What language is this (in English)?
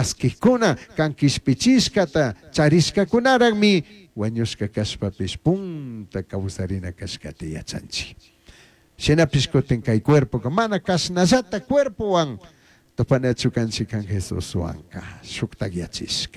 Chimborazo Highland Quichua